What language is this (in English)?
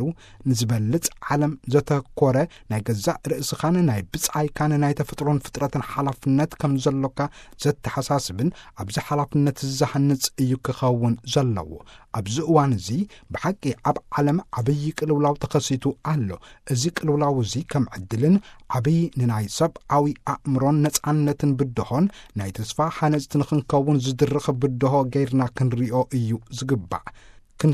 Tigrinya